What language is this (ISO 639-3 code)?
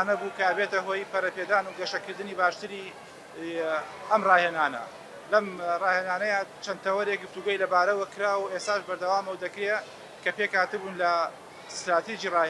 ckb